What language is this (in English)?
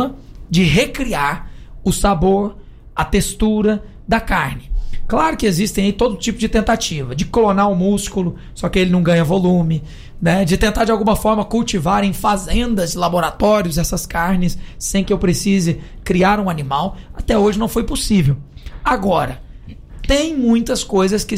Portuguese